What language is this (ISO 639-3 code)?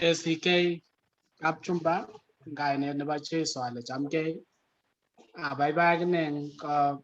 kln